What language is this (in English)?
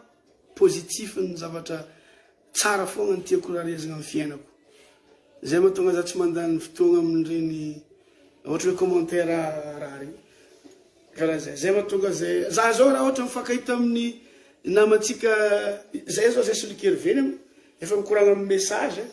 Malagasy